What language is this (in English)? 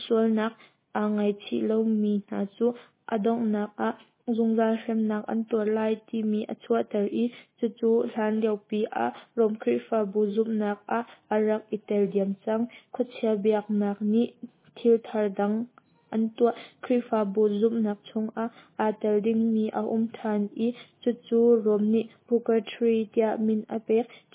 Hakha Chin